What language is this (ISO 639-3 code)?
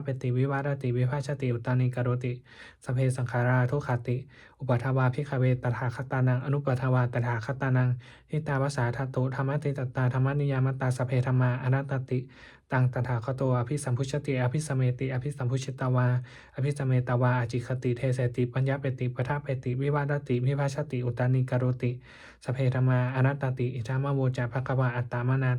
pli